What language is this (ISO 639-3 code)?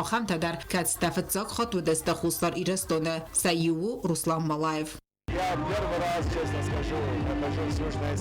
oss